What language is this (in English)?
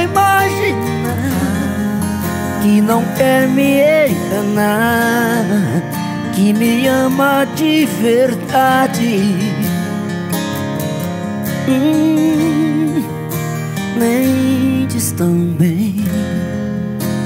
Portuguese